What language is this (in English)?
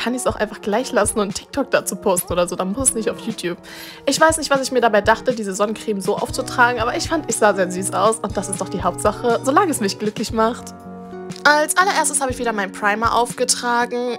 German